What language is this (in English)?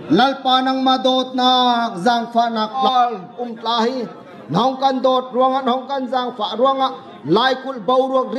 Bawm Chin